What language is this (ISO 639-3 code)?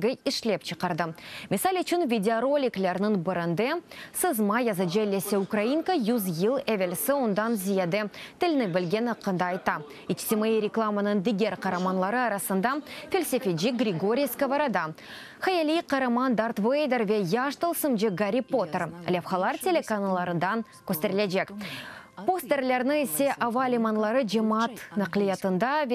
crh